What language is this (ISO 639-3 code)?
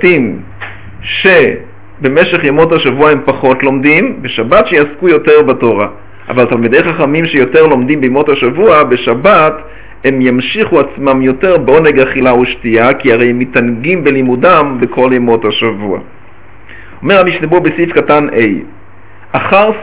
heb